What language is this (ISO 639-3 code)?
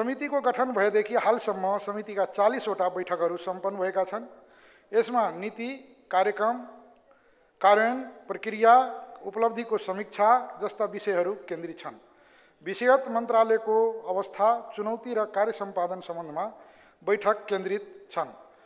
nep